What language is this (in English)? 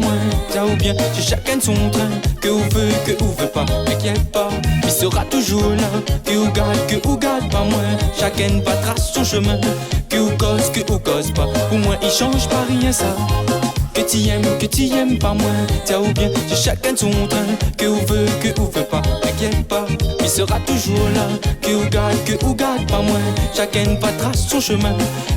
Réunion Creole French